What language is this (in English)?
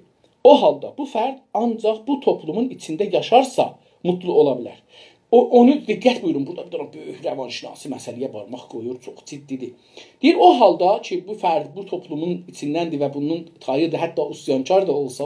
South Azerbaijani